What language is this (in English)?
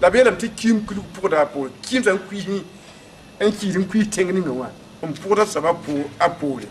Mossi